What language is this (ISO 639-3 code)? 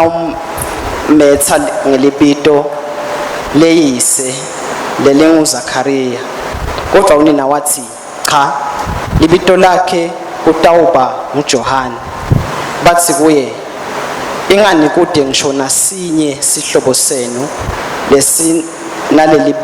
ssw